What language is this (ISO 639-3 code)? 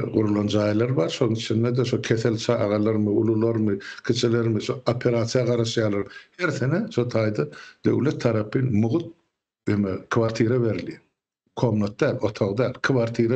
tuk